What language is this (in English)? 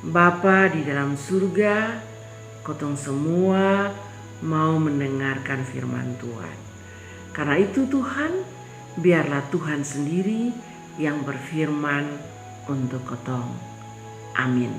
Kupang Malay